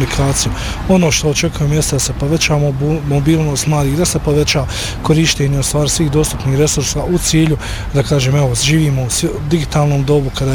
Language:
Bosnian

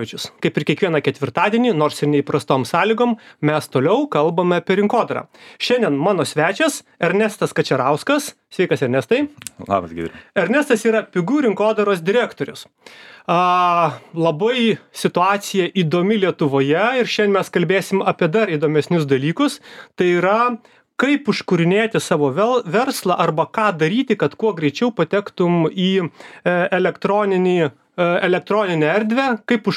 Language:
Lithuanian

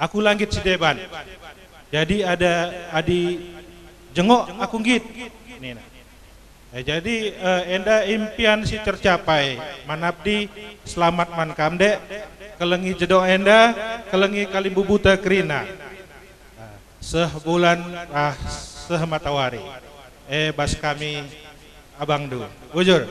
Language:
Batak Karo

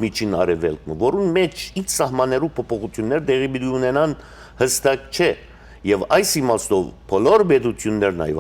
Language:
Western Armenian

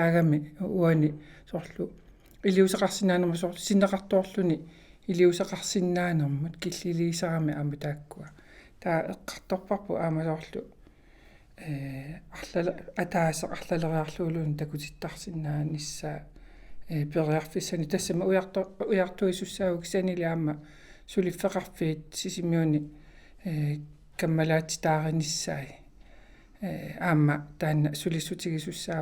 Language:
Kalaallisut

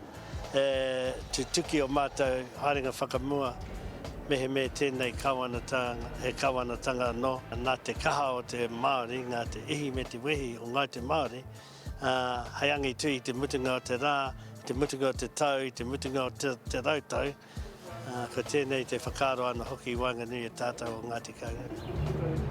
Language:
Māori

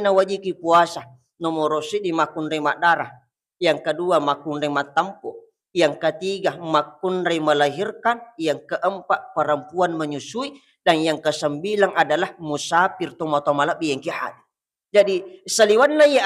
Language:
Buginese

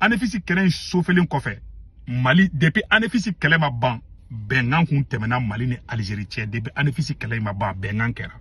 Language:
Bambara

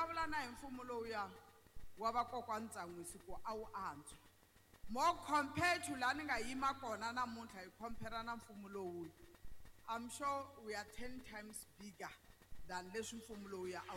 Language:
Tsonga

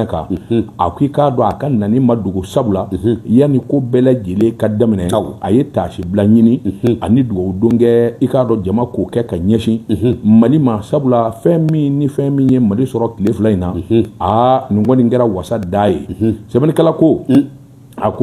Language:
Bambara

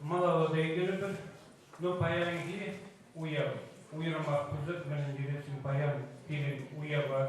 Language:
Chuvash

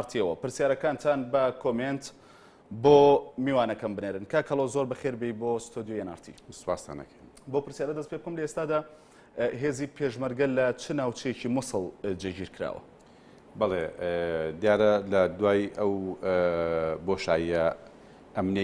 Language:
Central Kurdish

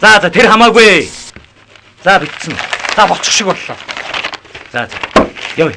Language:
Mongolian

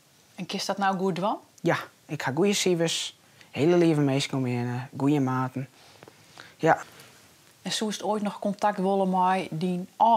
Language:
Western Frisian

